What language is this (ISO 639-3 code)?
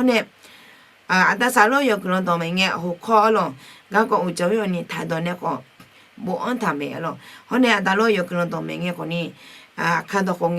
ahk